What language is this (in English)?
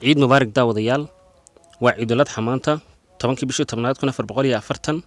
Somali